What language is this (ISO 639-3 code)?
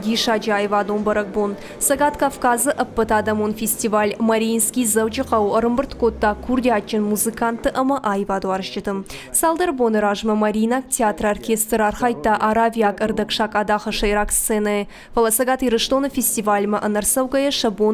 oss